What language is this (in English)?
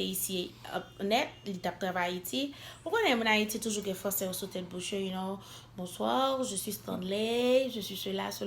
Haitian Creole